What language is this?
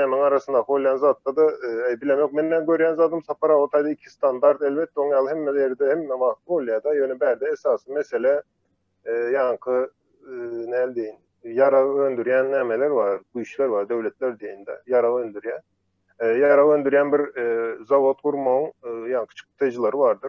Turkmen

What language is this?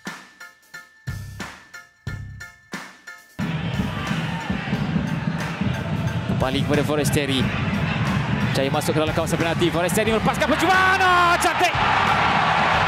Malay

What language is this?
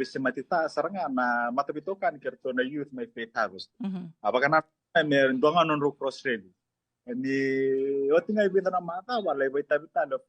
Fijian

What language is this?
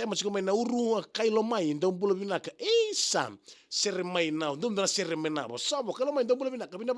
Fijian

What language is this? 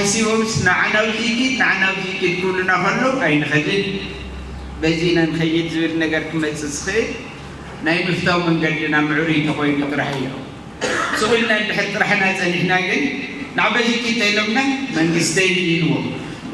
Tigrinya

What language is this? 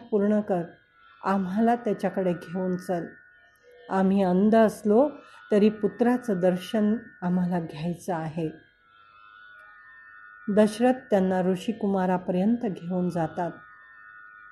Marathi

